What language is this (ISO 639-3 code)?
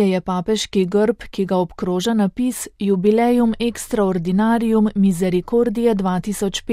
slv